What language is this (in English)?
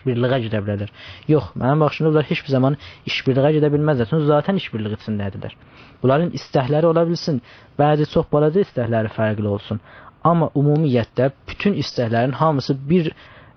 South Azerbaijani